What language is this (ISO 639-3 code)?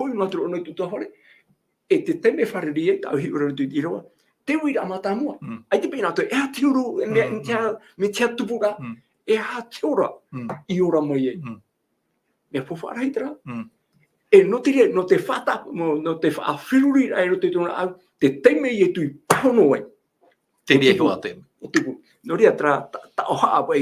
tah